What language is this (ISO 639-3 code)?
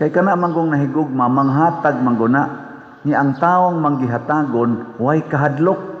ceb